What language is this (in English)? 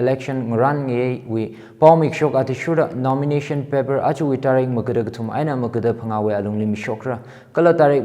Tangkhul Naga (India)